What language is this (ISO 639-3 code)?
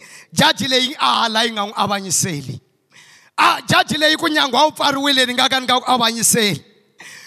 tso